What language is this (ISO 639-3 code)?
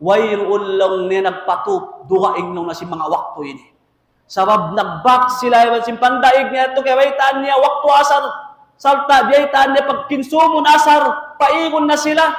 tsg